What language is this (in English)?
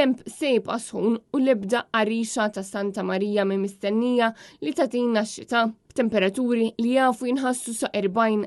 Maltese